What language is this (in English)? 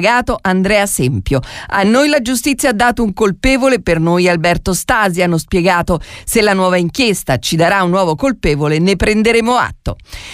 Italian